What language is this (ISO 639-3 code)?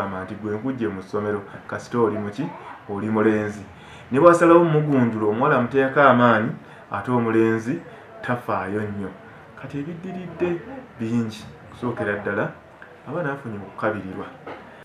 lug